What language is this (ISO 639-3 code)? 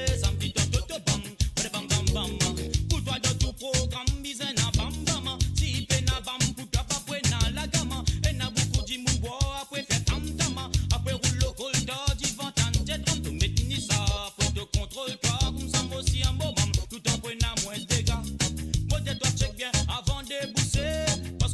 mfe